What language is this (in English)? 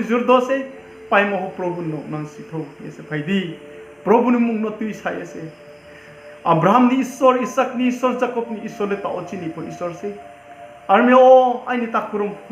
Riang (India)